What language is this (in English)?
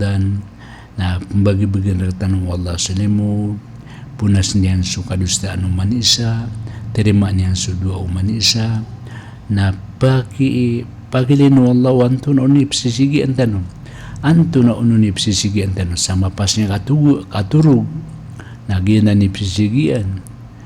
Maranao